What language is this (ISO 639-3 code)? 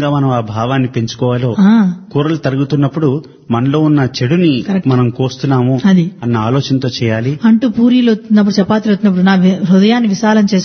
tel